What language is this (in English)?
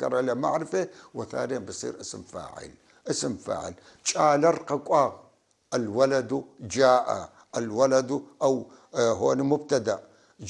North Levantine Arabic